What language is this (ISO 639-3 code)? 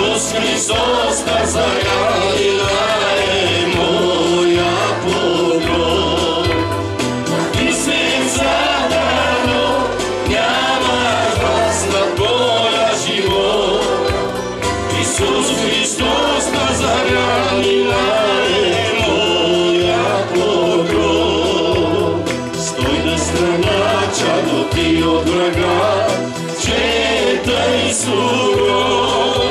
bul